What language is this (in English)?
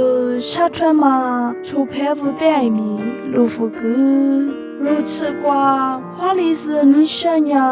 Lisu